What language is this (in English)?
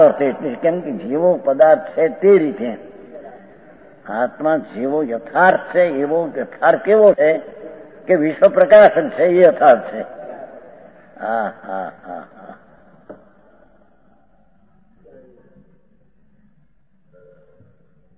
Gujarati